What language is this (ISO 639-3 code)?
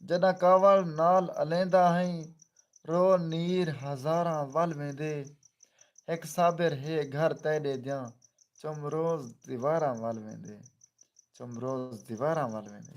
skr